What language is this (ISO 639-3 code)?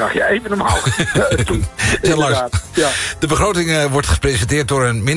nld